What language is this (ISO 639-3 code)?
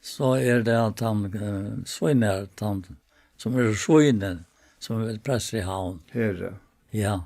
fao